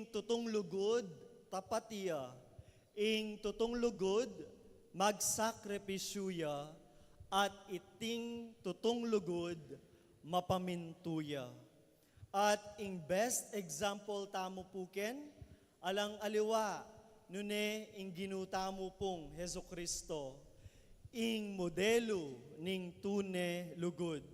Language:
Pampanga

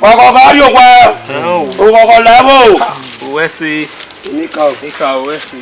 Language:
Bini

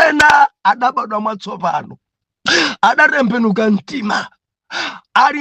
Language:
Nyanja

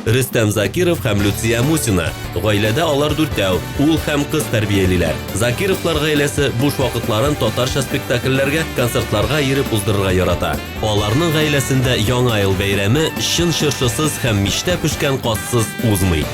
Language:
Tatar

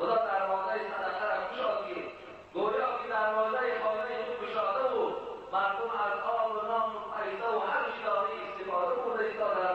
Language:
Tajik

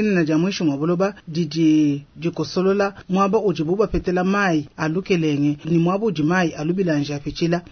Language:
Luba-Lulua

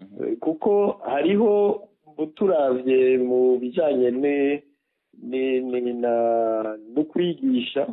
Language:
Rundi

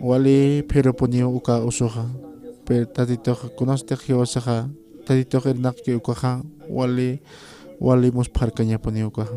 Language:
Aymara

